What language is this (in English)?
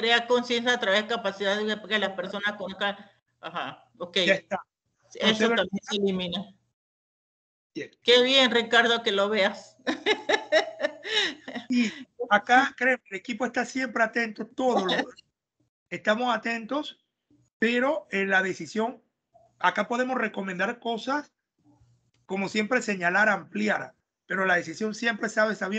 Spanish